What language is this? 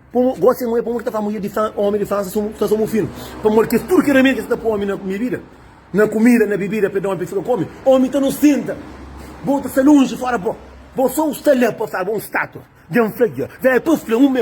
Kabuverdianu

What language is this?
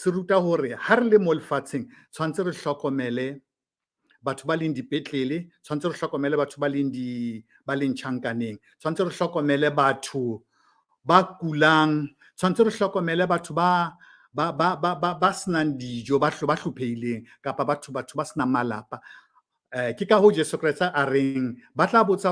Southern Sotho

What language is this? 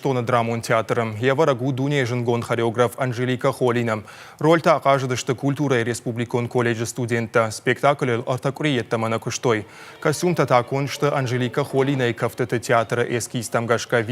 Ossetic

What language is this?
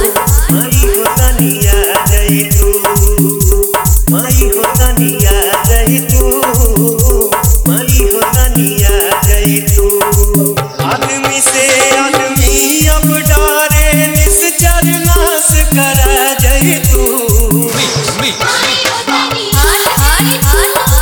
Bhojpuri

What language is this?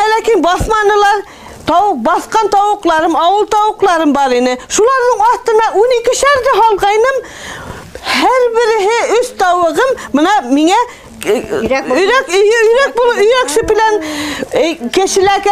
Bashkir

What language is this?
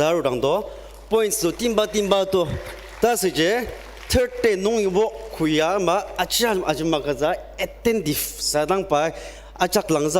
Ao Naga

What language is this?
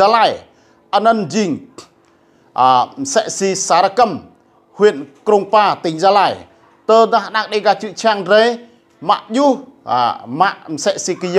Rade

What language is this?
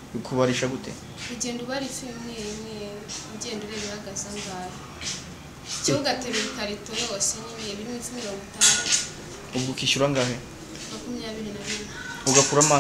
Kinyarwanda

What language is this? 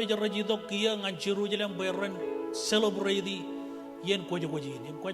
Marshallese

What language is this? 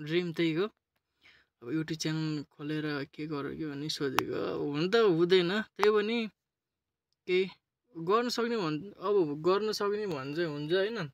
Nepali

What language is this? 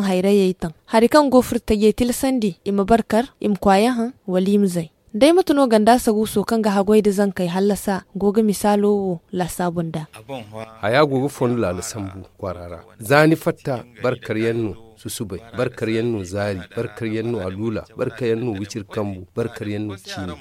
Zarma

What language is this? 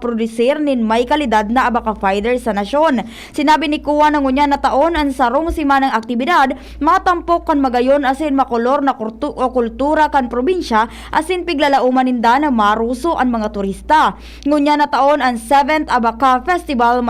Bikol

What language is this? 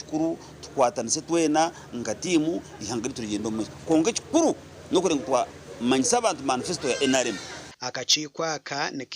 Nyankole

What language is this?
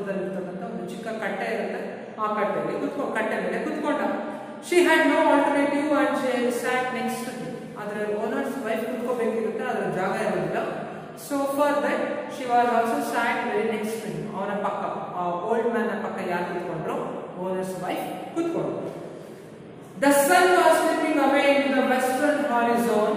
Kannada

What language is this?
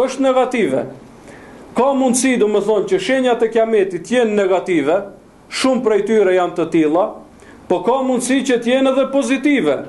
Albanian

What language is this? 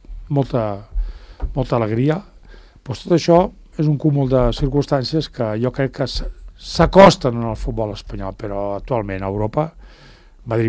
Catalan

